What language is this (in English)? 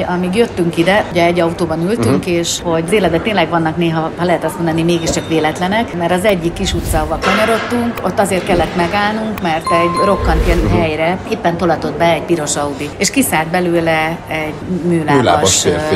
Hungarian